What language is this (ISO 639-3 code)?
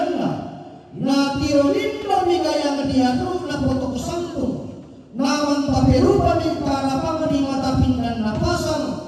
sda